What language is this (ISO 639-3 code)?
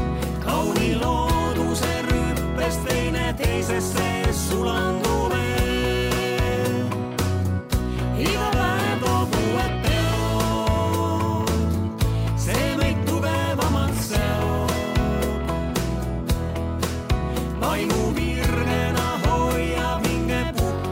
est